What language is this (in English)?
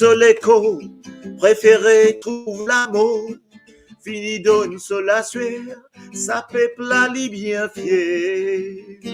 Morisyen